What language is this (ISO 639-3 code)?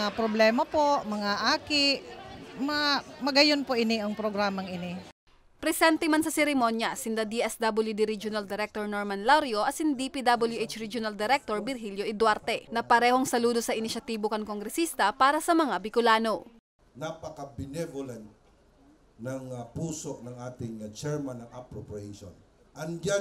bik